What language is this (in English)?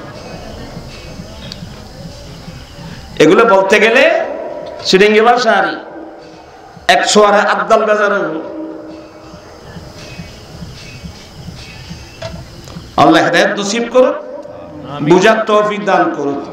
Bangla